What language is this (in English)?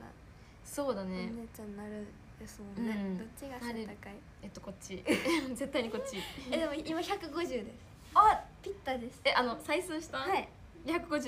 Japanese